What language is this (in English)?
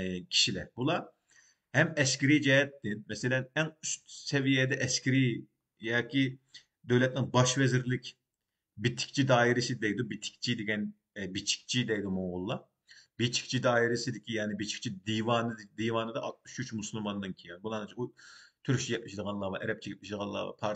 Uyghur